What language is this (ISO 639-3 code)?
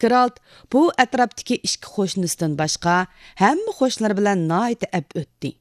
uig